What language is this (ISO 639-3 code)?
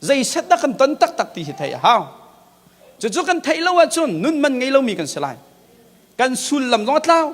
cnh